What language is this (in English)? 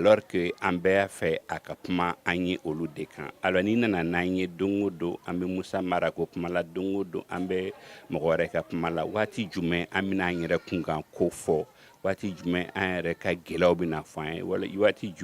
Bambara